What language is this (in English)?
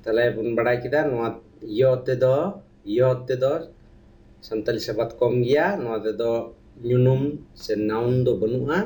Santali